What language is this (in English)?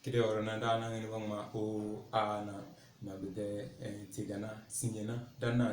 Tem